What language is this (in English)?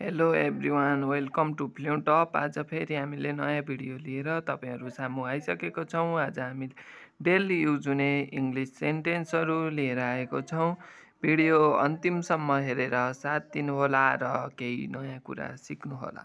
Nepali